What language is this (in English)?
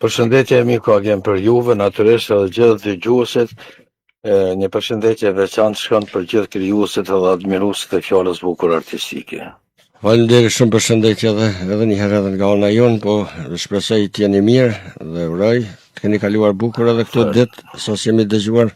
Albanian